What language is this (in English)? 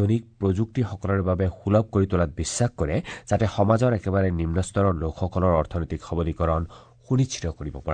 Assamese